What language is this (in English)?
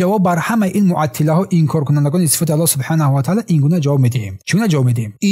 Tajik